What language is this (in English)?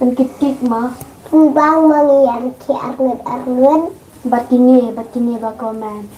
Khasi